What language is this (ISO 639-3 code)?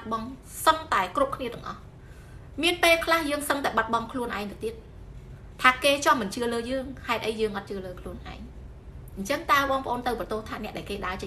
khm